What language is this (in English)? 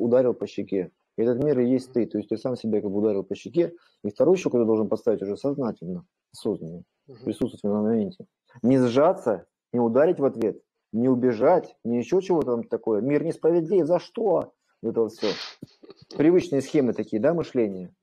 Russian